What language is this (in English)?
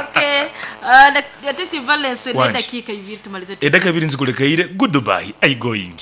Nyoro